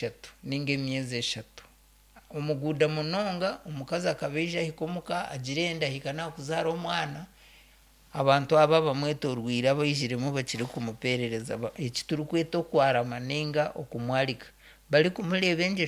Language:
Nyankole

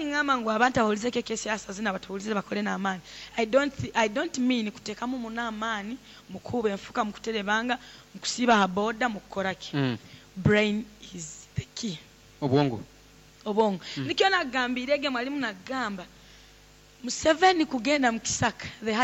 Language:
Nyoro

